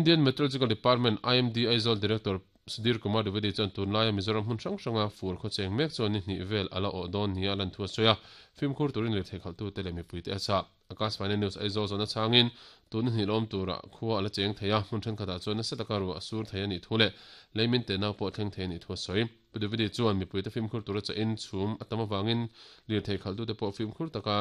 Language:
Mizo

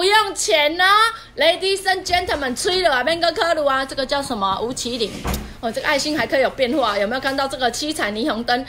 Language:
Chinese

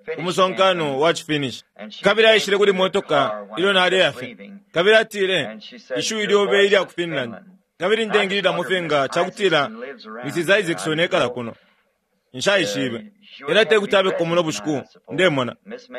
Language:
Bemba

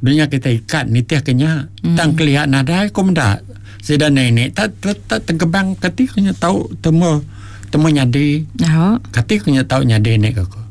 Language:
Iban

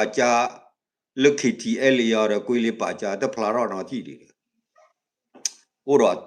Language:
S'gaw Karen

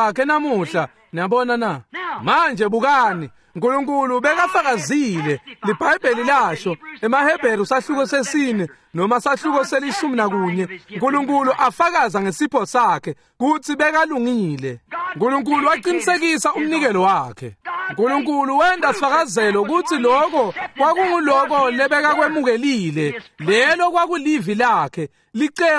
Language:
Swati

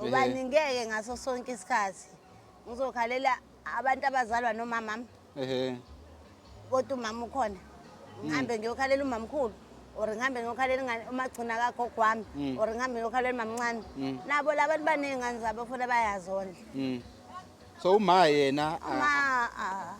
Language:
Zulu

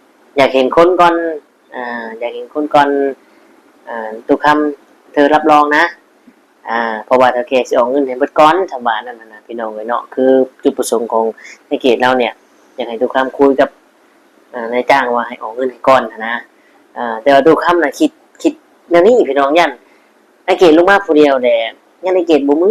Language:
Northeastern Thai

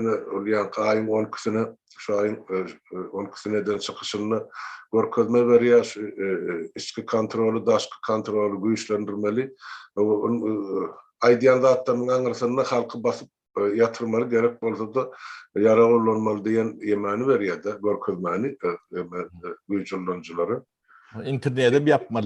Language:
Turkmen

